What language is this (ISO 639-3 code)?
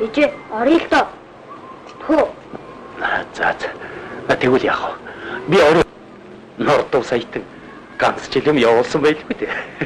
mon